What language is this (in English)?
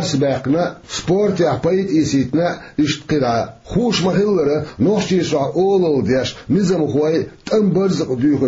Chechen